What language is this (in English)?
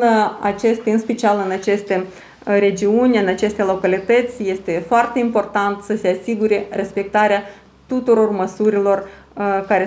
Romanian